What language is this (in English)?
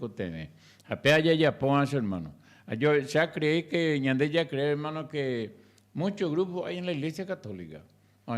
Guarani